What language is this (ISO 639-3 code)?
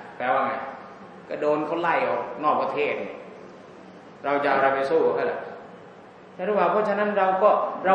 tha